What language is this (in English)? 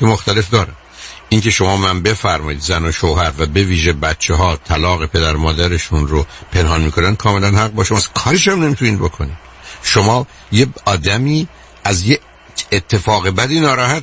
Persian